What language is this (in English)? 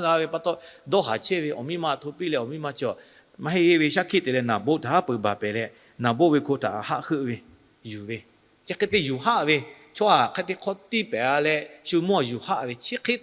Lahu